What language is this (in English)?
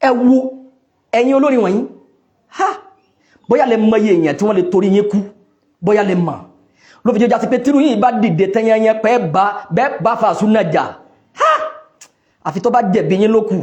Yoruba